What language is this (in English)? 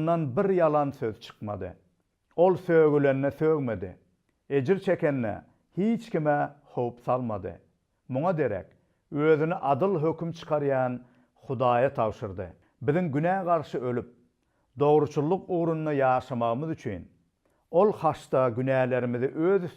Turkmen